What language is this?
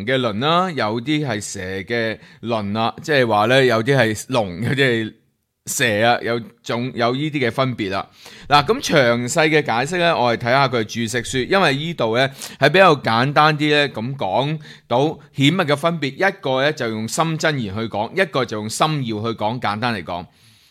Cantonese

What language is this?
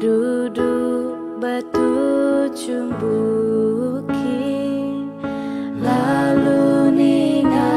Iban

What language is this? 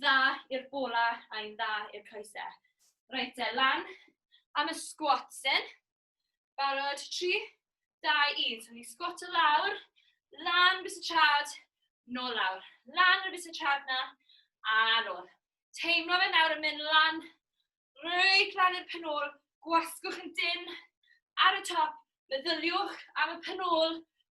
Welsh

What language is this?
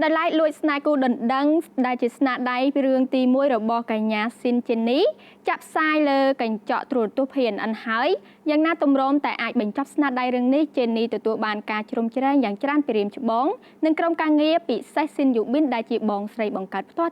Khmer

